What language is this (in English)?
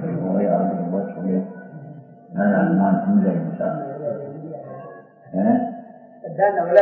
Gujarati